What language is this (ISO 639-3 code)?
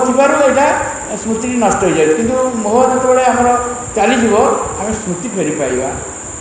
ori